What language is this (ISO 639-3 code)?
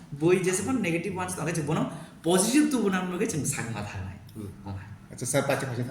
trp